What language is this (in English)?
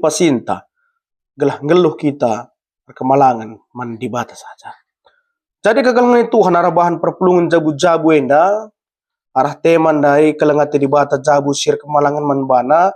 Batak Karo